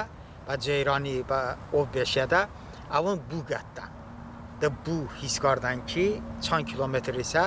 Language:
Talysh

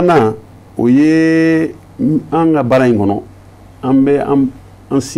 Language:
Bambara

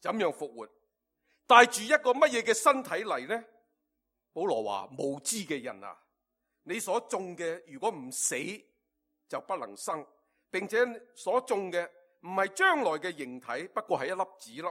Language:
Cantonese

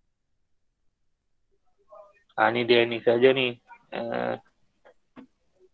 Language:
Malay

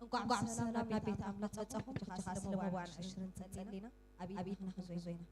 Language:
Tigrinya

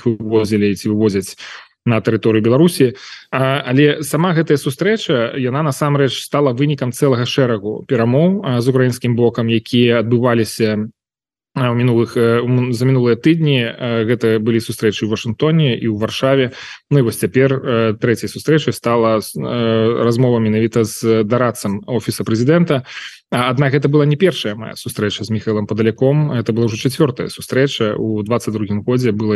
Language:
Belarusian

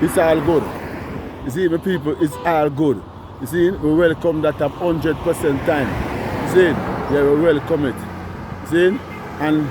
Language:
Jamaican Creole English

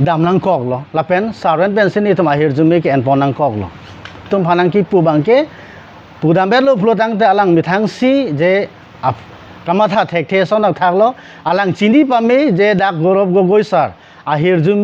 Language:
Karbi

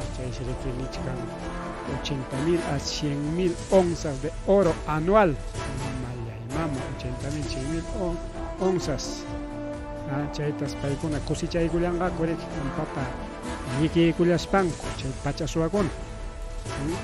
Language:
Ayacucho Quechua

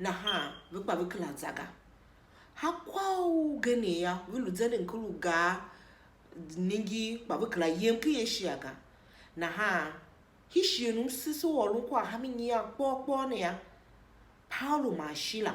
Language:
Tiv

